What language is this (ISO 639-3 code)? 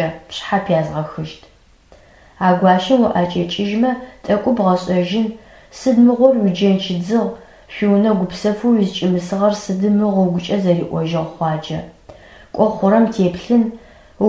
ady